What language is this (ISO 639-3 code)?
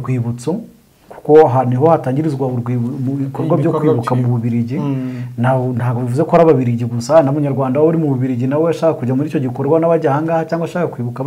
kin